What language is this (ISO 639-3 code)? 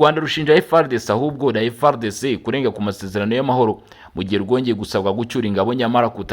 kin